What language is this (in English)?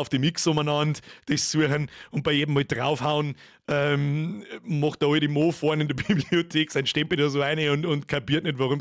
Bavarian